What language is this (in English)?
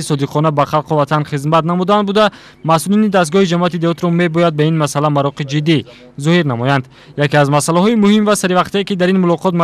Tajik